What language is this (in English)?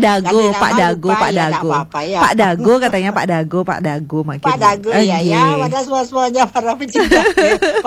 Balinese